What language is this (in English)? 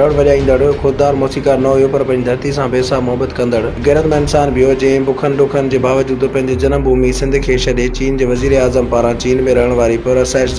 Sindhi